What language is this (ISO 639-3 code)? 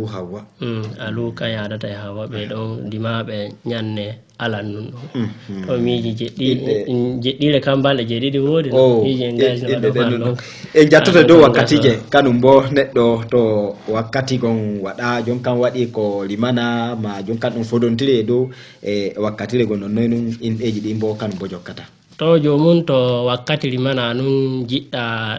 ful